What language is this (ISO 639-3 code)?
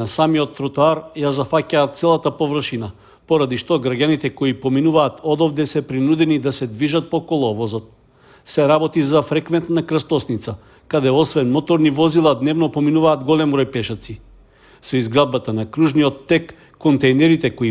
mkd